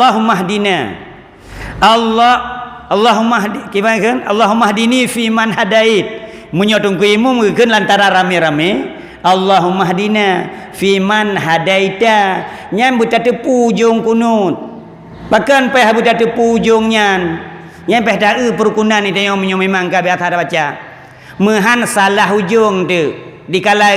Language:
Achinese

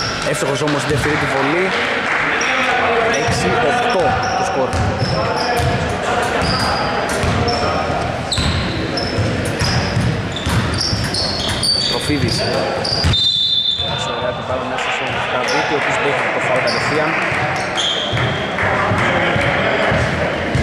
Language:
Greek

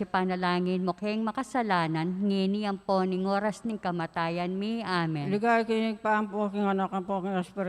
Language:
Pampanga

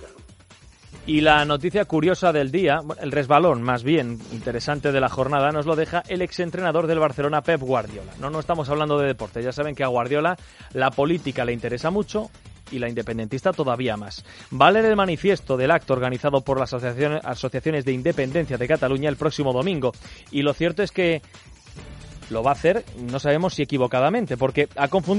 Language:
Spanish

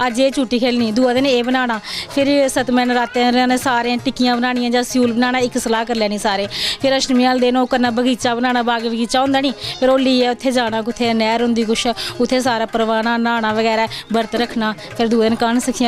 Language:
Dogri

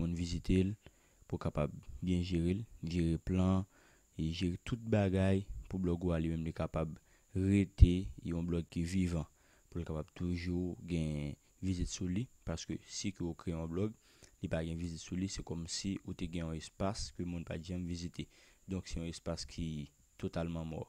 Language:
Haitian Creole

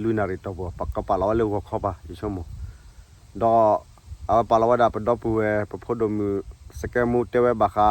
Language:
S'gaw Karen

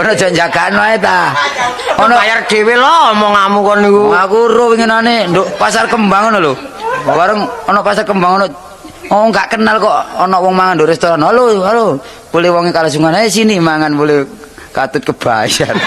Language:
Javanese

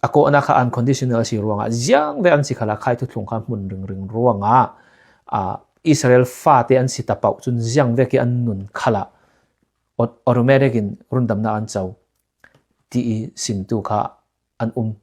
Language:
Falam Chin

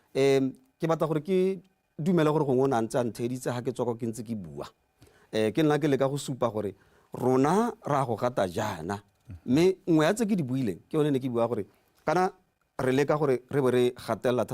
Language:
Tswana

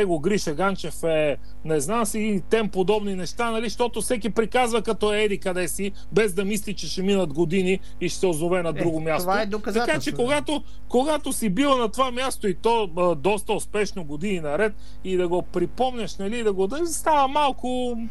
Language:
Bulgarian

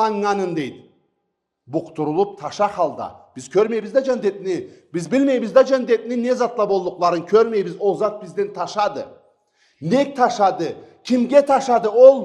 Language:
Karachay-Balkar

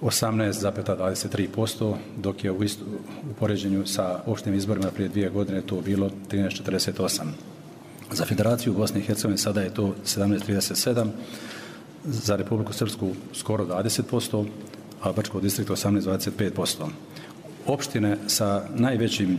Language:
Croatian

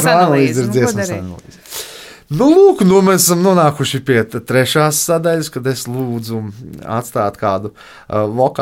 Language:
Latvian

